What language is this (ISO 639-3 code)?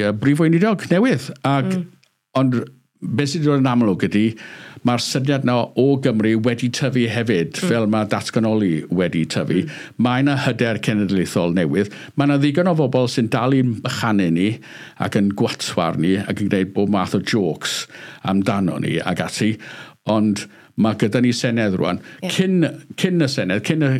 cym